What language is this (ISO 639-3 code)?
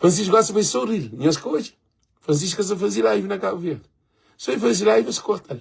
kea